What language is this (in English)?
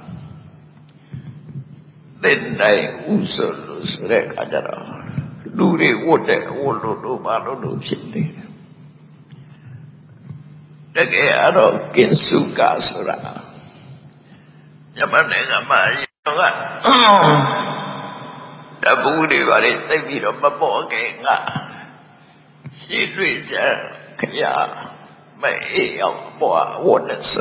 Burmese